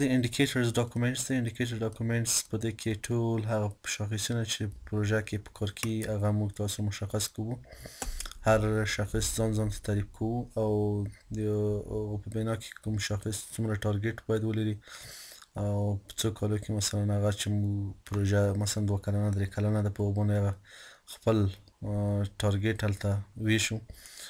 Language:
Pashto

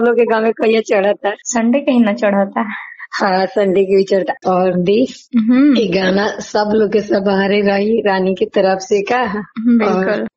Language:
Bhojpuri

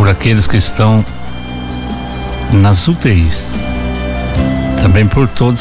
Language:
Portuguese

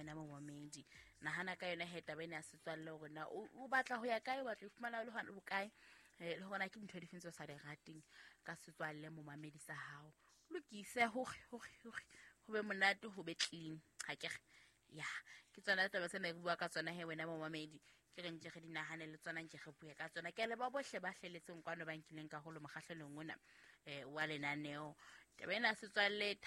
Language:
Southern Sotho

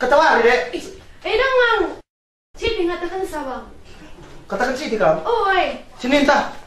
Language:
Batak Karo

